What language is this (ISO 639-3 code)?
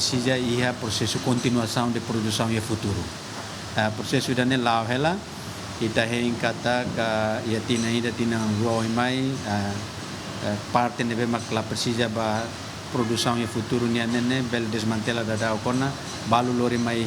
tet